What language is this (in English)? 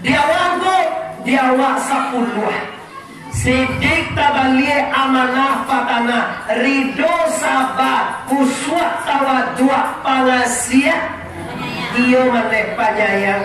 Minangkabau